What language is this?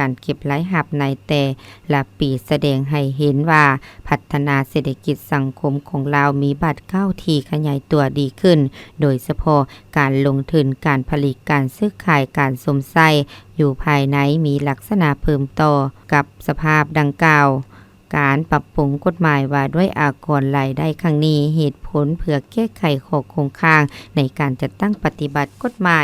Lao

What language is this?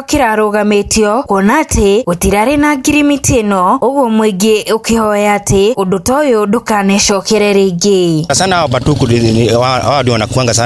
Kikuyu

